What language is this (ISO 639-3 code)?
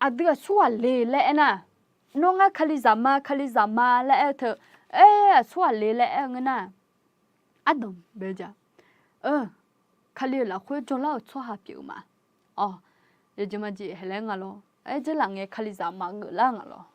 ahk